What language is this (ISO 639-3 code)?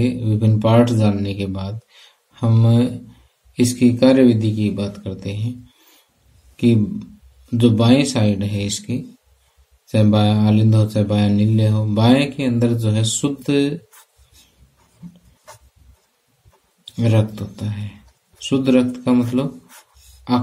hin